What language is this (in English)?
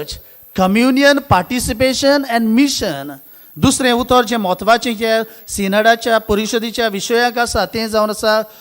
Konkani